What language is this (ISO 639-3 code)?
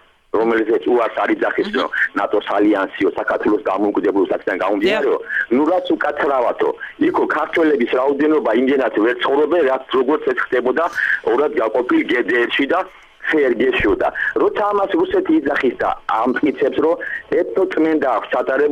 kat